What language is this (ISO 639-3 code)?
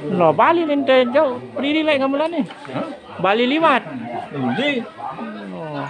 sas